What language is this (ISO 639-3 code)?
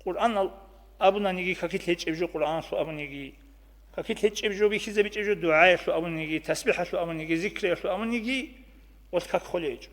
ava